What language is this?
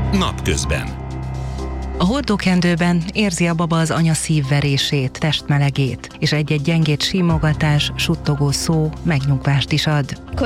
Hungarian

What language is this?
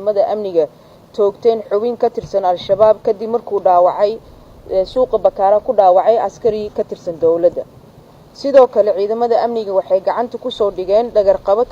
Somali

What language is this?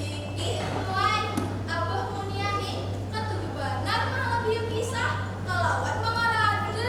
Banjar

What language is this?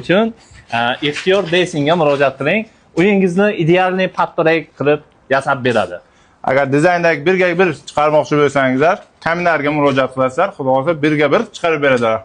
Uzbek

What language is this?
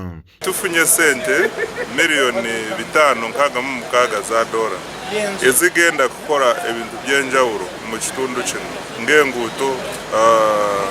Ganda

